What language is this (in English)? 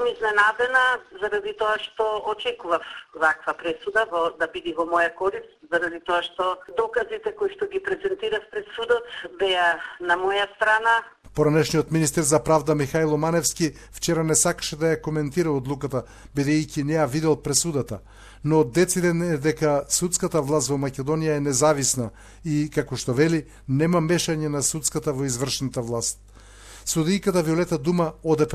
Macedonian